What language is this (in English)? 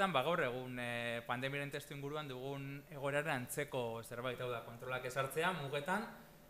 Basque